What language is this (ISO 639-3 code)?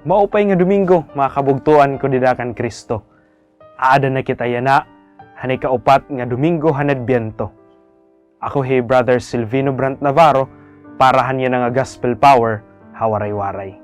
war